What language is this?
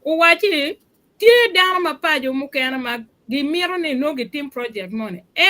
Acoli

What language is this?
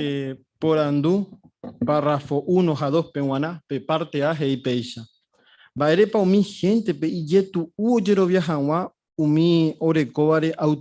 Guarani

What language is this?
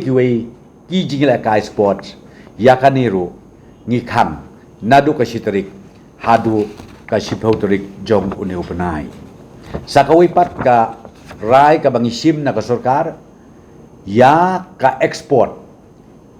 Khasi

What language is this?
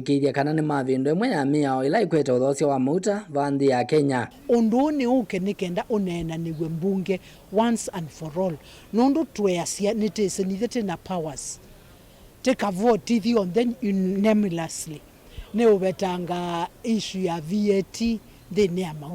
Kamba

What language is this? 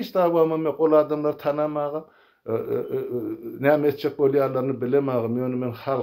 Turkmen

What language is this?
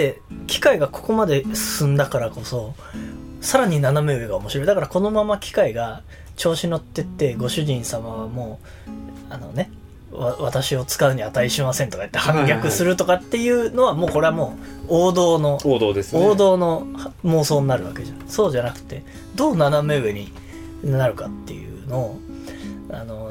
Japanese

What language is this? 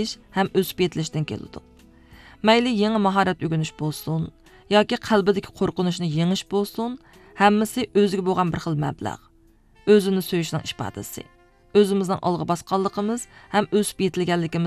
Uyghur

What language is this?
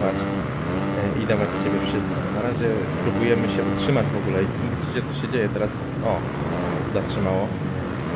Polish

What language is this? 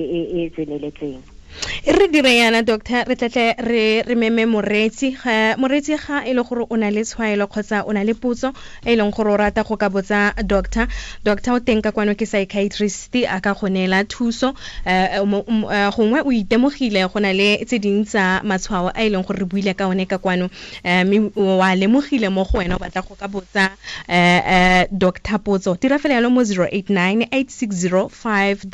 Tswana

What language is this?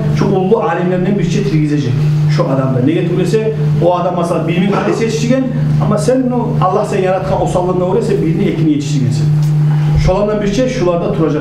Kumyk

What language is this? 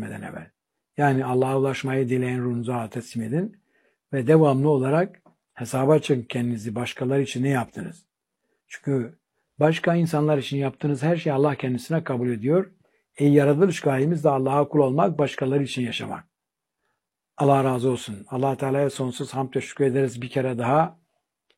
Turkish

